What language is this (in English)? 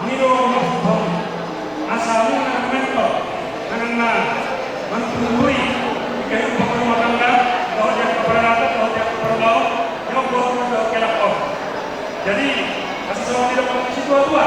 Batak Toba